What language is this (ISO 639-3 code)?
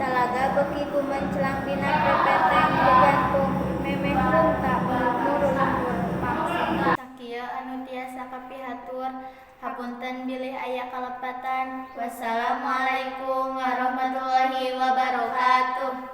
sun